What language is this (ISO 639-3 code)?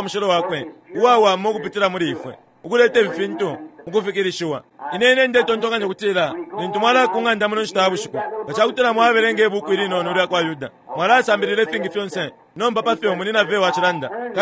bem